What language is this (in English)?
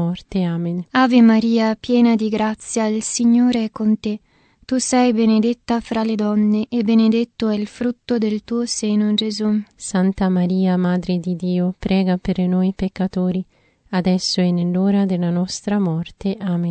Italian